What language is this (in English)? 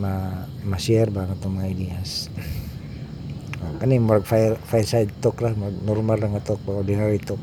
Cebuano